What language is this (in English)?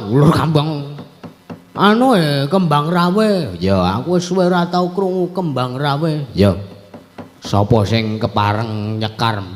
Javanese